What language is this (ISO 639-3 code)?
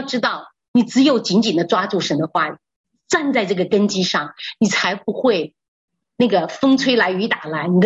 zho